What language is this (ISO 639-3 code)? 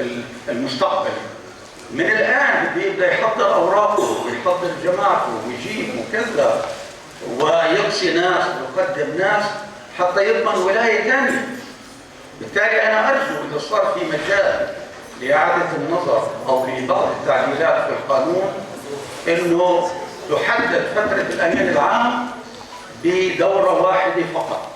apc